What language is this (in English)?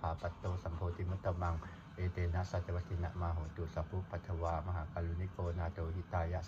Pali